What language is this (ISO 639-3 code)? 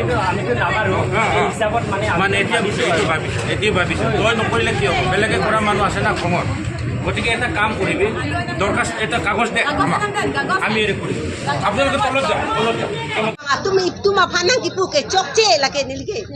mjw